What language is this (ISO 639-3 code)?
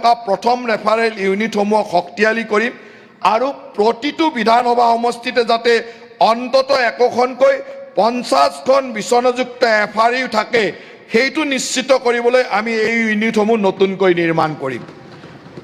asm